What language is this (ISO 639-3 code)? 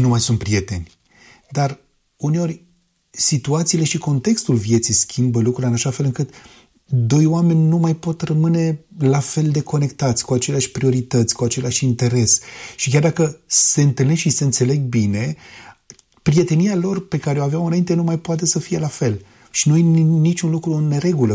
ron